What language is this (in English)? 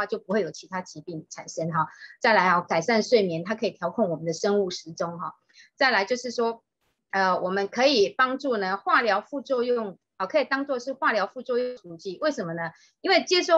Chinese